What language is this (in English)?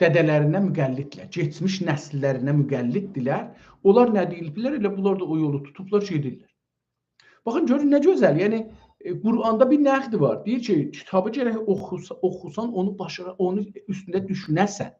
South Azerbaijani